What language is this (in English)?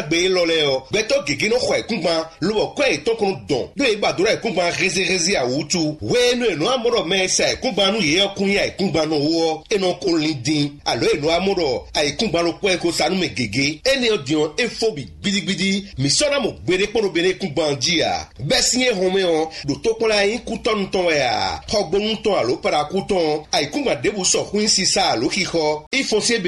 Fon